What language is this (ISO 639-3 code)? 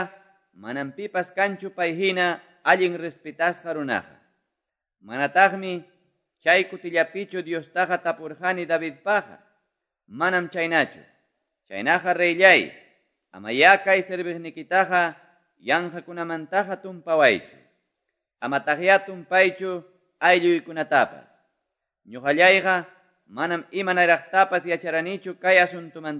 que